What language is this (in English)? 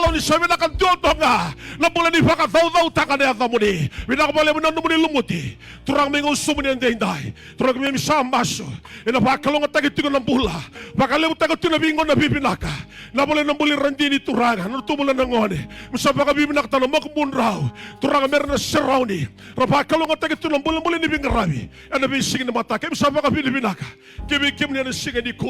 Fijian